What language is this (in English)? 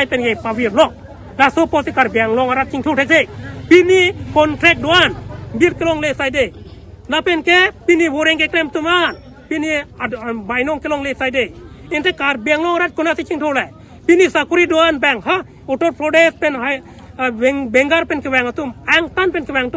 Karbi